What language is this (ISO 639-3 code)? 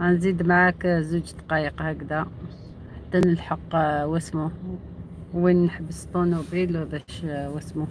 arq